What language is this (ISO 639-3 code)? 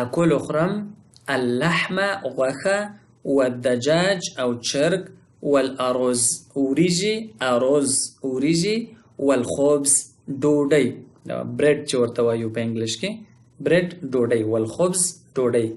pus